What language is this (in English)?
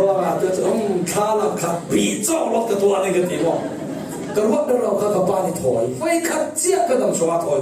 Falam Chin